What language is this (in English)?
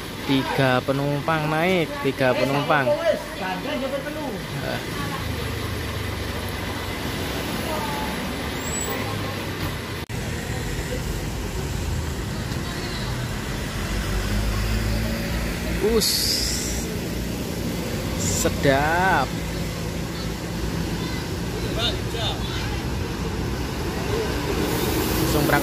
Indonesian